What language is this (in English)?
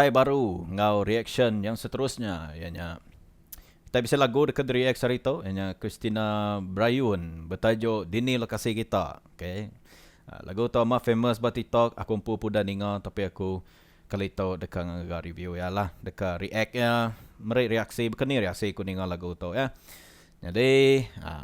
Iban